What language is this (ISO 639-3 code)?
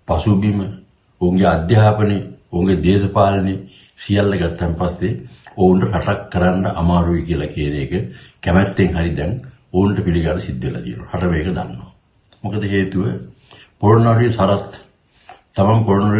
sin